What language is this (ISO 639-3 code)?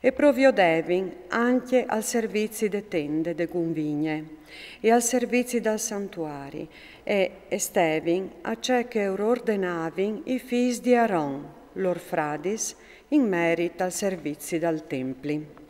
fur